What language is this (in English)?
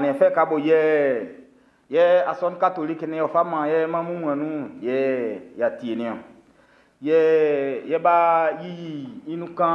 Baoulé